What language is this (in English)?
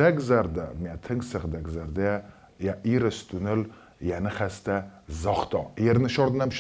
Ossetic